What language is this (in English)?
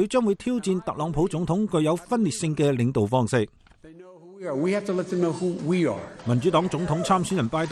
Cantonese